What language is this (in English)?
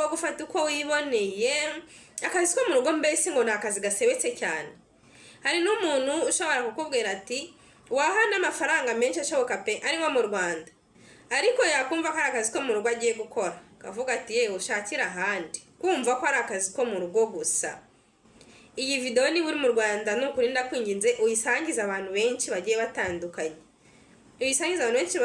Kinyarwanda